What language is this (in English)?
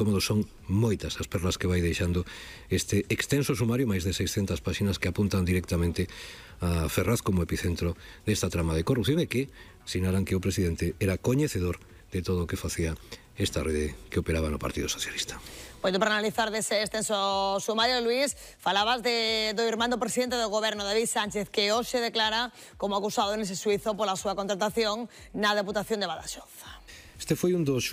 Galician